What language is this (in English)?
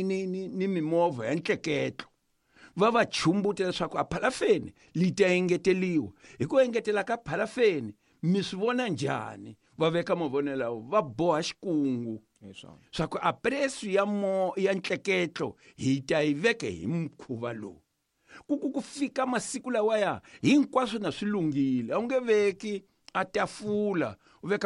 Tsonga